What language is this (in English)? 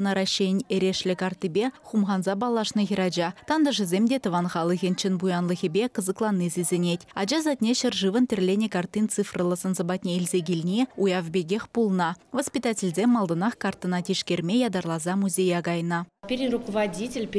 Chuvash